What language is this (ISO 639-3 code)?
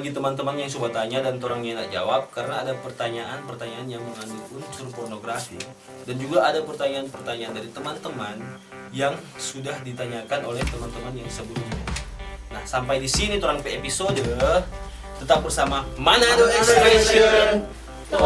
xmm